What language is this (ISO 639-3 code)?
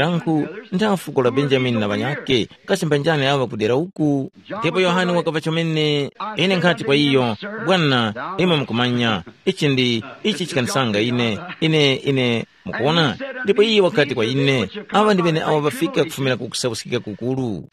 tum